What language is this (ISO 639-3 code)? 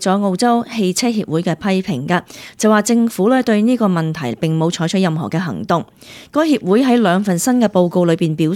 yue